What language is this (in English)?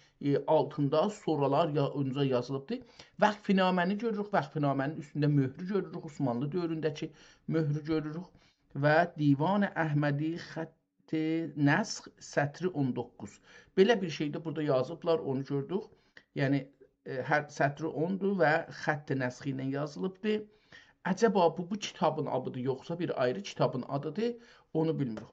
South Azerbaijani